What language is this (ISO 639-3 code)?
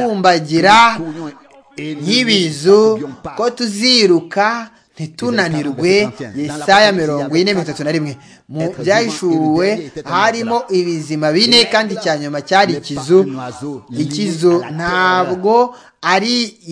kin